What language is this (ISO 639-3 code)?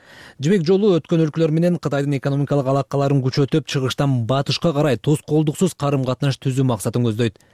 kir